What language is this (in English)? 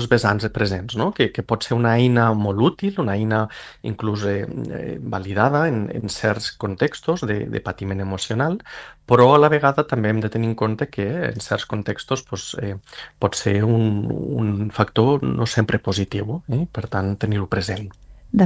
Catalan